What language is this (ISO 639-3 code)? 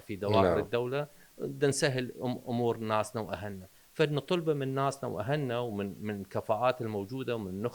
acm